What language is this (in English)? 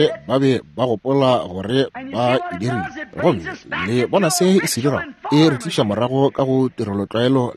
Northern Sotho